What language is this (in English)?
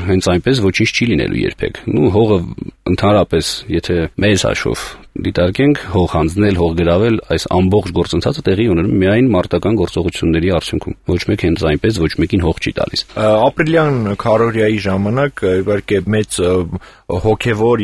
Armenian